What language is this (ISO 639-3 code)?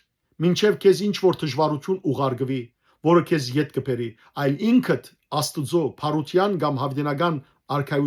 hyw